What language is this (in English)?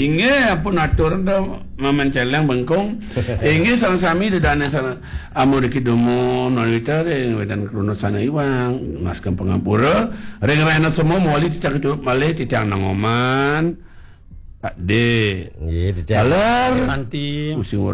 Balinese